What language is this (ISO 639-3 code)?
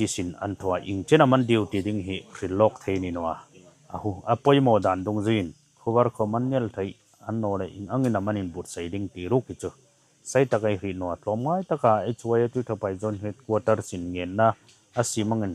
hmr